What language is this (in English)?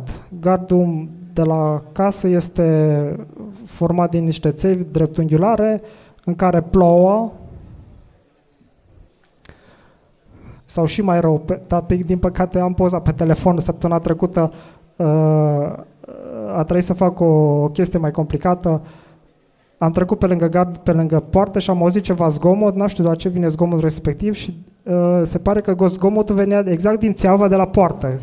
Romanian